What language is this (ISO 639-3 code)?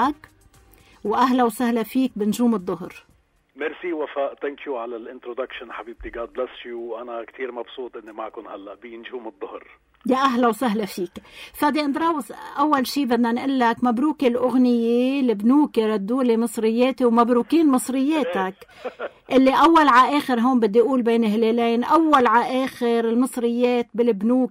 apc